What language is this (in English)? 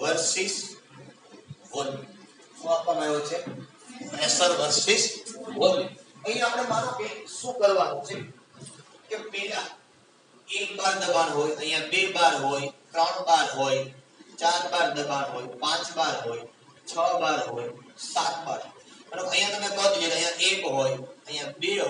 Gujarati